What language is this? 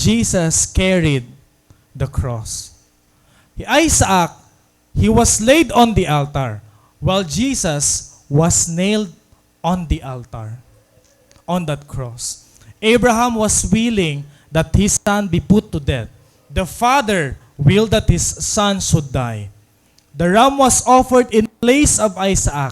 Waray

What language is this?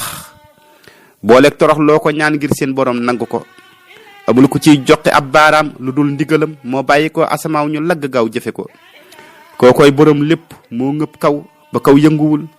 Wolof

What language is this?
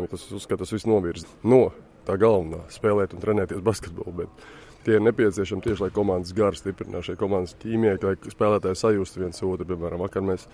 Latvian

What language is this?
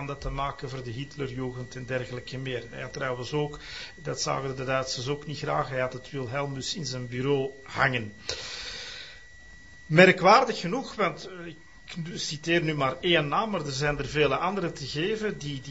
Dutch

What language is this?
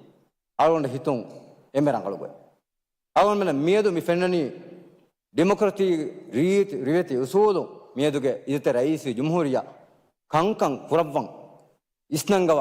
Divehi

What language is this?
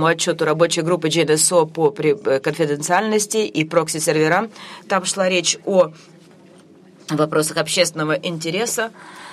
Russian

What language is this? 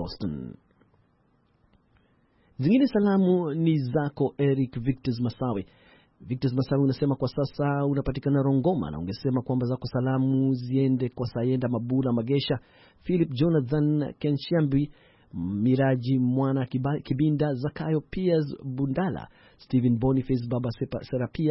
Swahili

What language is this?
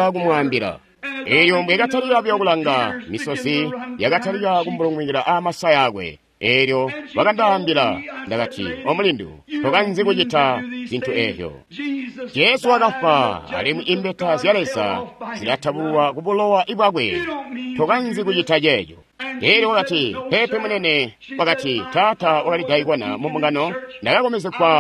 Tonga (Zambia)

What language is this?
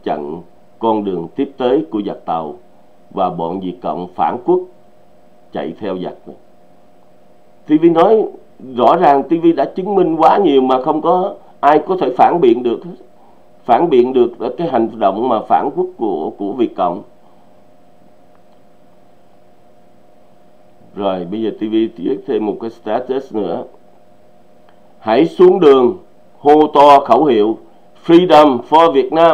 Vietnamese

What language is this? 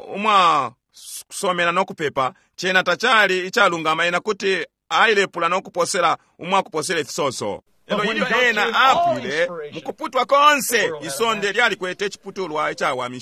Bemba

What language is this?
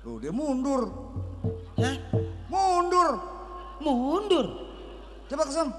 Betawi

